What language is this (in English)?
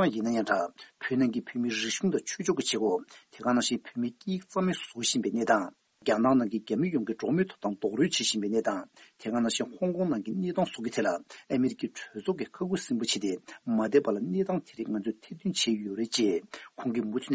Tibetan